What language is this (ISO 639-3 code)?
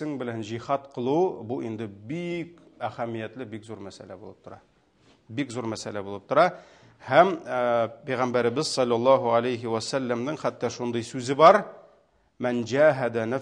tat